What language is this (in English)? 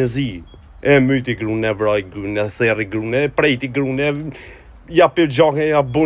Albanian